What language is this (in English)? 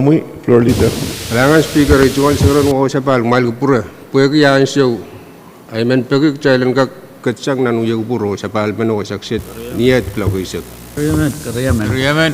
Pohnpeian